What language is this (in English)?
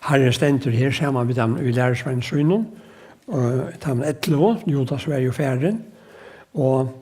Faroese